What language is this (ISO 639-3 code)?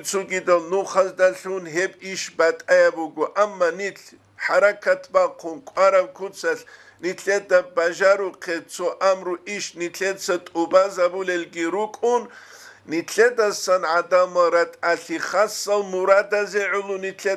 ava